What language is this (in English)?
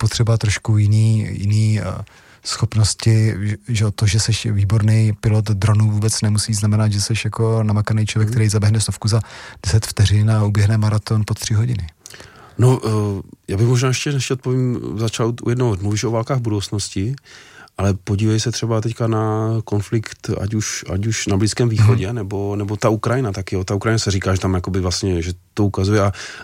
Czech